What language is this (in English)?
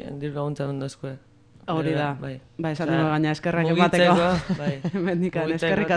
Basque